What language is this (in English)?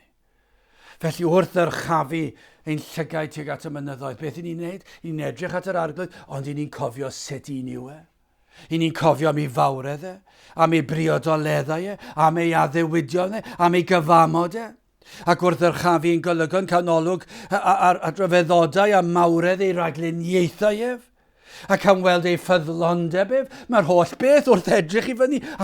Welsh